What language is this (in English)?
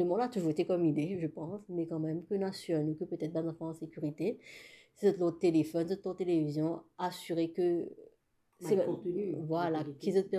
Morisyen